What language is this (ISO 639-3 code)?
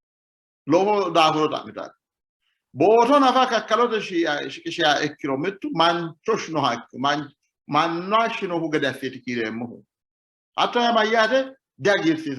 sid